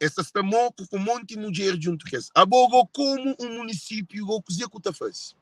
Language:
Kabuverdianu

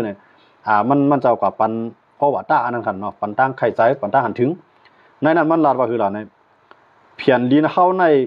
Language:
Shan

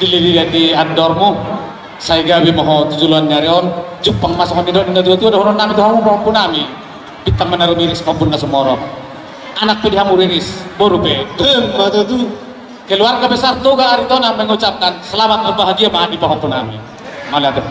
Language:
Batak Toba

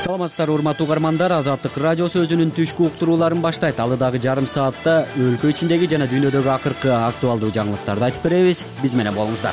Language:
Kyrgyz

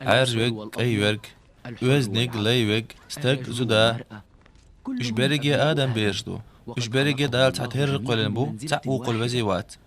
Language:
Chechen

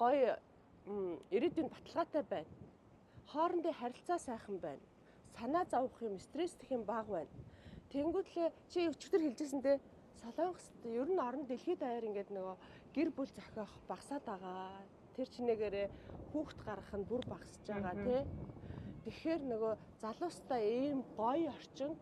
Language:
Mongolian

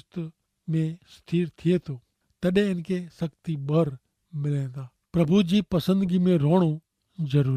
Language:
Kachhi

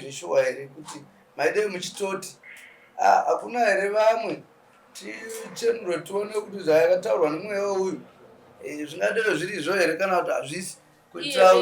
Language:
Shona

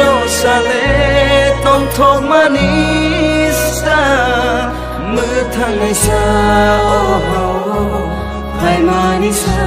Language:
Kok Borok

